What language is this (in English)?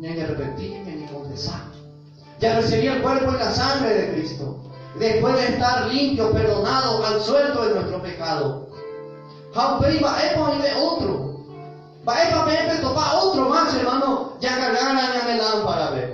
Guarani